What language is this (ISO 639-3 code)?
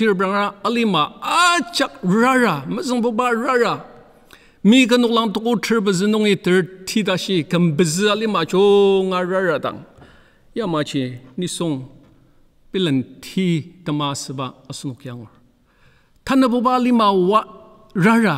njo